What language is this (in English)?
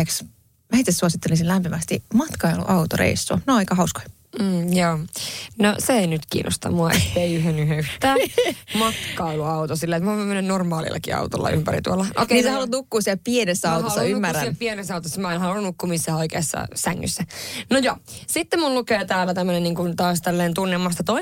Finnish